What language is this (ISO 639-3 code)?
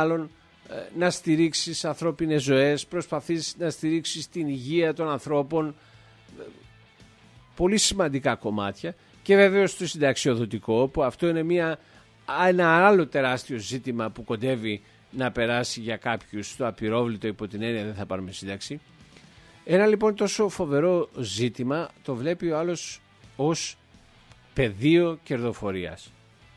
ell